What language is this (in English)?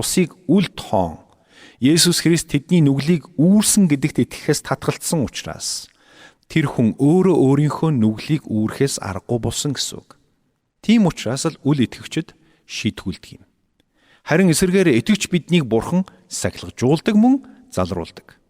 Mongolian